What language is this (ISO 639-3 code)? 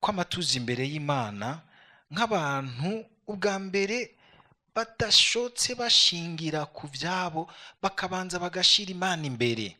run